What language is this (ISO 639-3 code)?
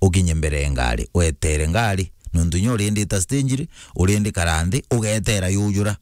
mer